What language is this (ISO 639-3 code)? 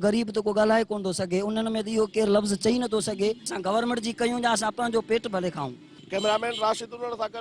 snd